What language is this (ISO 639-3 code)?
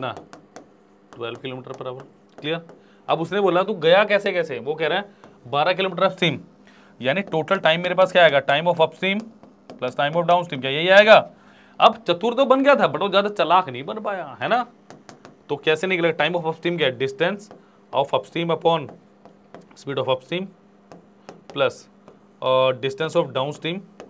hin